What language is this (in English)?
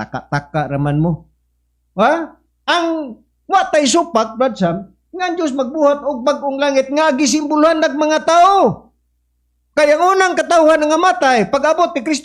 Cebuano